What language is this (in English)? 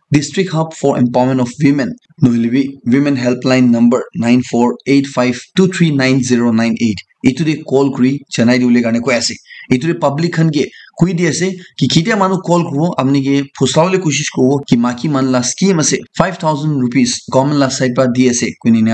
Naga Pidgin